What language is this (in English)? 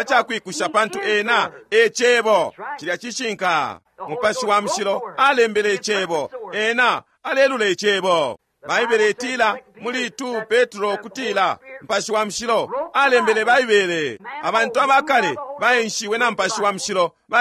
Bemba